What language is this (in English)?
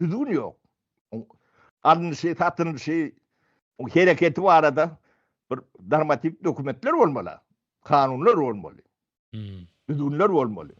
Turkmen